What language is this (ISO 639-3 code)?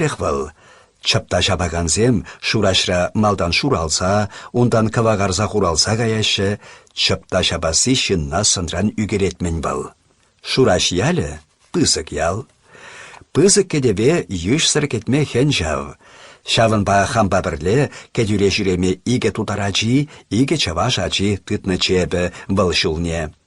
chv